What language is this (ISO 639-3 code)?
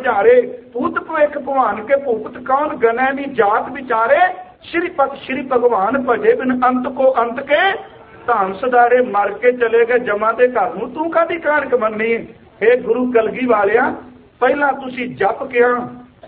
pan